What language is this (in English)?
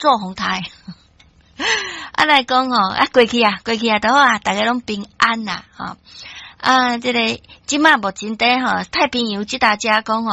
Min Nan Chinese